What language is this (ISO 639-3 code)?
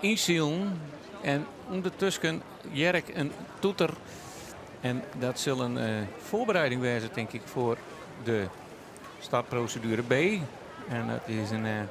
fry